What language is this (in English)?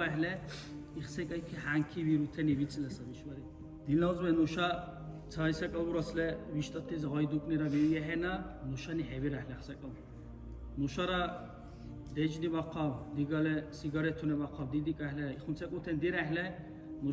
Dargwa